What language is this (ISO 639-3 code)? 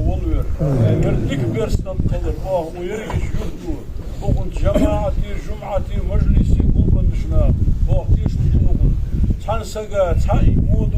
inh